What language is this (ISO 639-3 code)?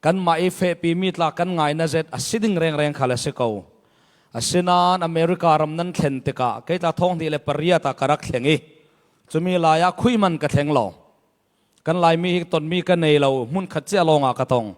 cfm